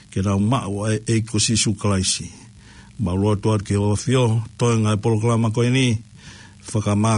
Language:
Tongan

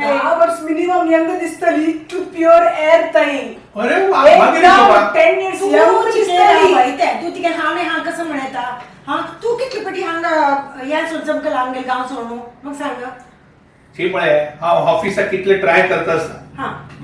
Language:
Konkani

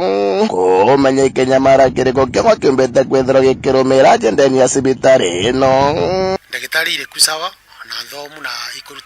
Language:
Meru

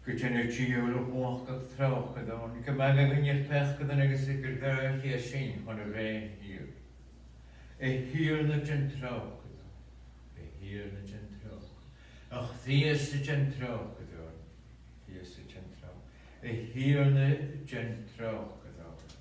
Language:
Scottish Gaelic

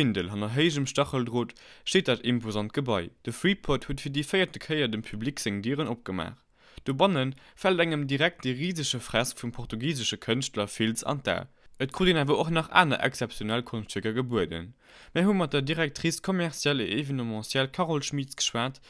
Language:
Luxembourgish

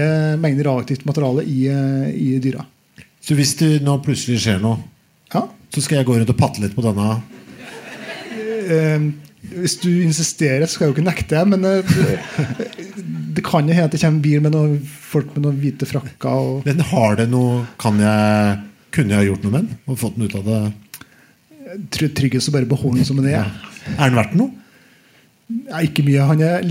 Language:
Norwegian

